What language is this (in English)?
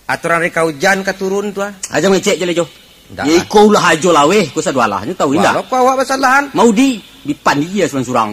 Minangkabau